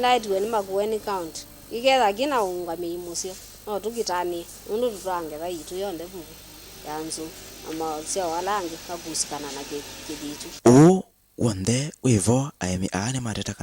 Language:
Kamba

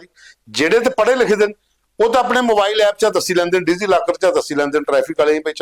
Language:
Dogri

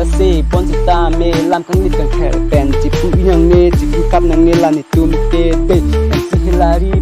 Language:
Karbi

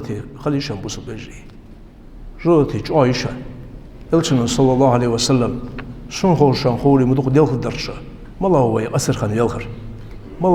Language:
Ingush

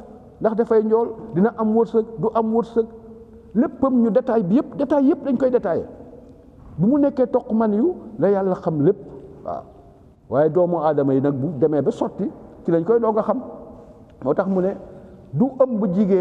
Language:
Wolof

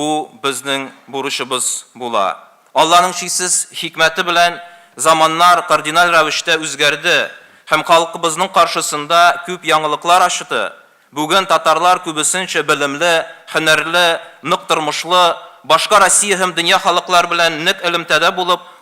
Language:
Tatar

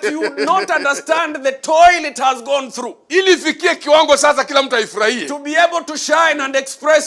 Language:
Swahili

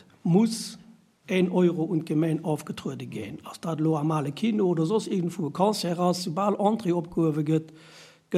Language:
Luxembourgish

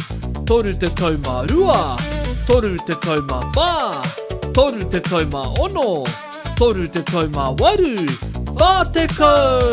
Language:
Māori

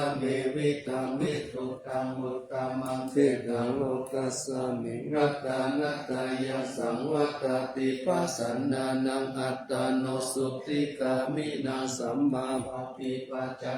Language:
Pali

